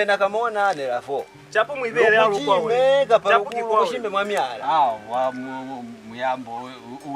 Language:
Lozi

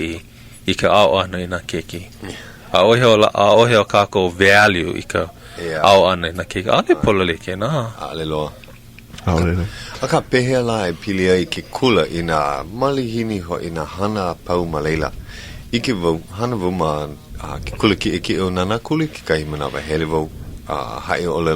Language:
Hawaiian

